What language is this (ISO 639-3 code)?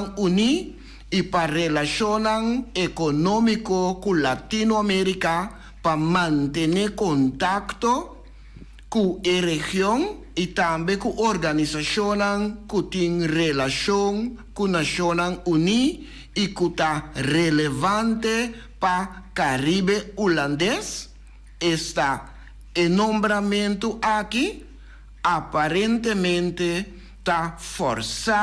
pap